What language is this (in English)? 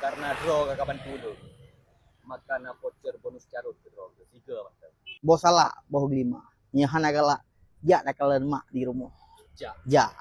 Achinese